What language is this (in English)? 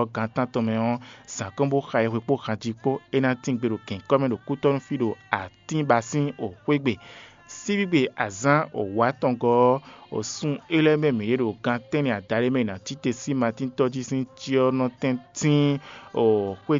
Fon